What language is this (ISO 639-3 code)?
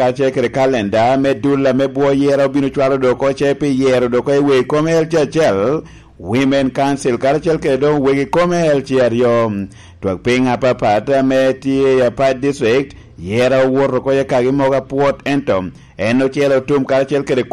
laj